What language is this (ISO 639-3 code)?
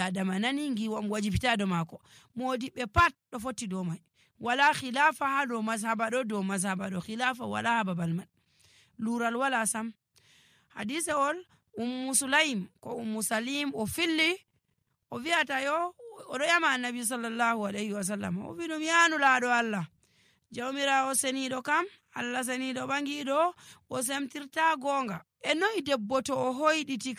fuv